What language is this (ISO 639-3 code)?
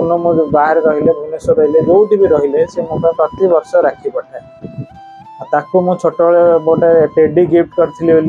ori